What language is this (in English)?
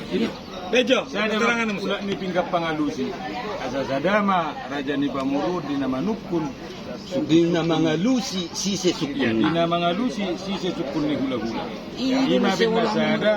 Batak Toba